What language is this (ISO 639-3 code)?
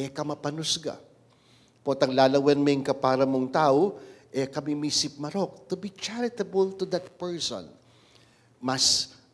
pam